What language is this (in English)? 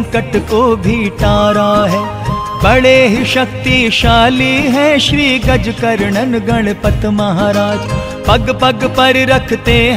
Hindi